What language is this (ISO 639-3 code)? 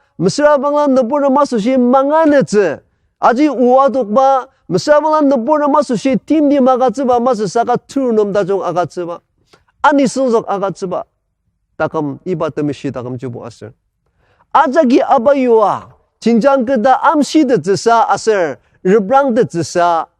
njo